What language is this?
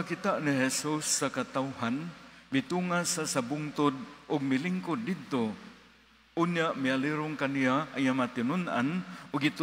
Cebuano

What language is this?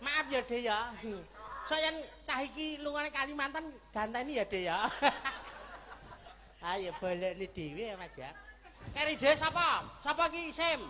Javanese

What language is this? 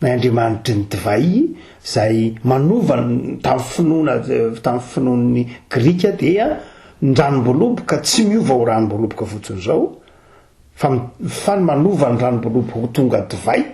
Malagasy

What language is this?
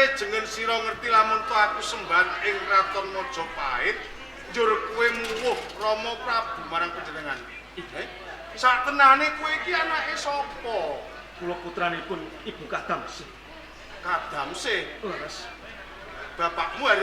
Javanese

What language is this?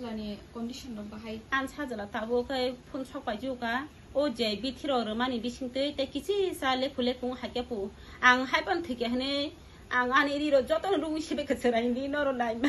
Kok Borok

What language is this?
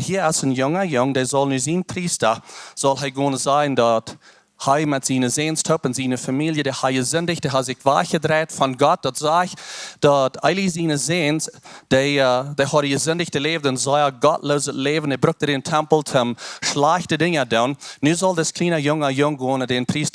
Plautdietsch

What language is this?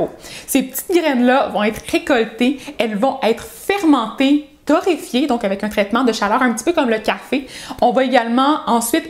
French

